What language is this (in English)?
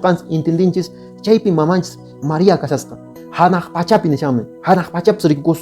Quechua